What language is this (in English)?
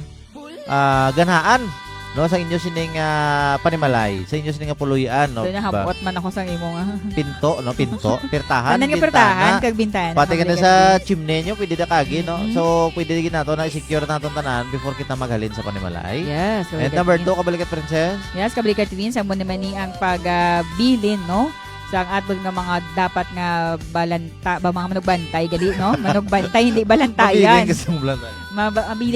Hiligaynon